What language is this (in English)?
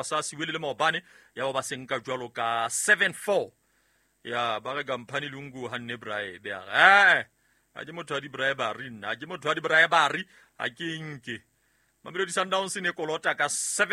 Southern Sotho